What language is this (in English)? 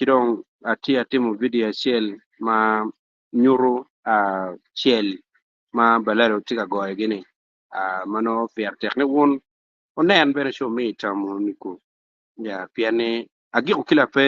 Acoli